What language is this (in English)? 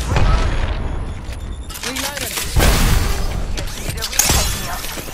English